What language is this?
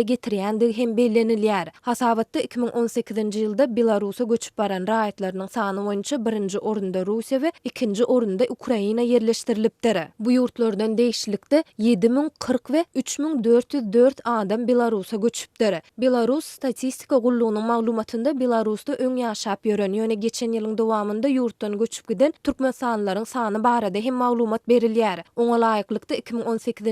Turkmen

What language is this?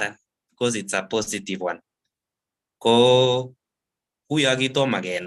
Kalenjin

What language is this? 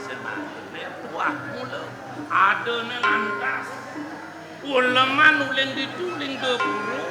Balinese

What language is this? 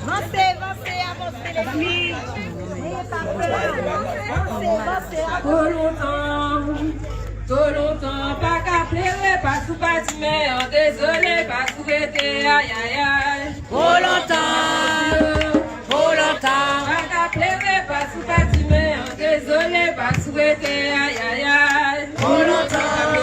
Guadeloupean Creole French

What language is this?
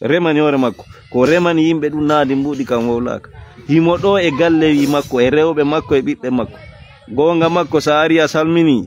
Fula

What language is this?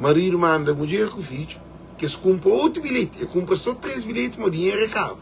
Kabuverdianu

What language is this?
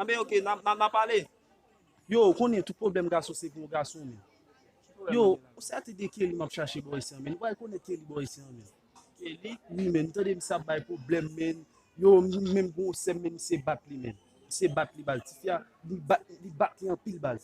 Haitian Creole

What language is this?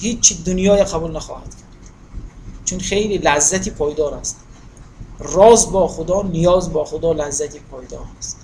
Tajik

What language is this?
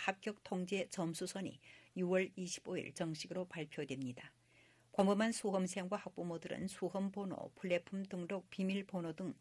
Korean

